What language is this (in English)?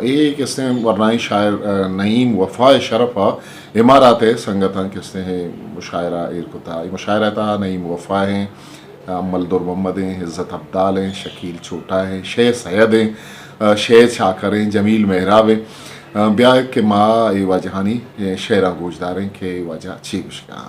Eastern Balochi